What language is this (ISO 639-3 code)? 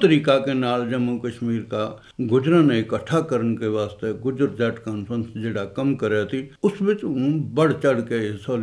gju